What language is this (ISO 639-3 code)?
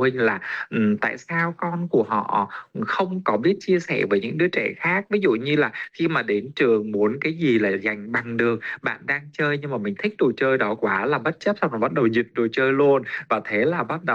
vie